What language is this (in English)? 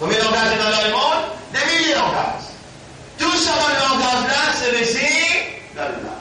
Morisyen